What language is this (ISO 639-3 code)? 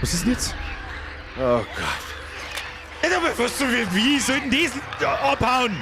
bar